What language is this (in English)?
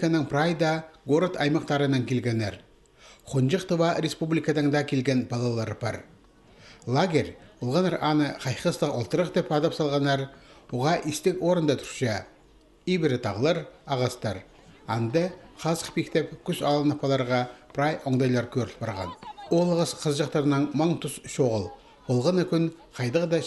Khakas